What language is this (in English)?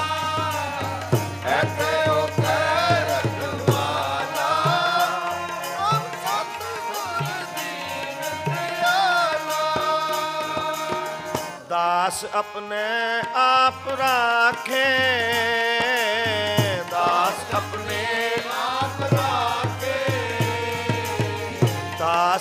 Punjabi